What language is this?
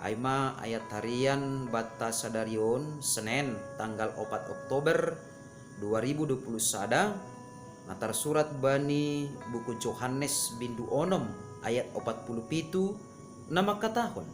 Batak Simalungun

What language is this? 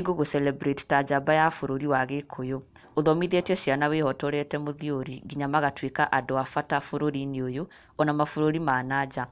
Kikuyu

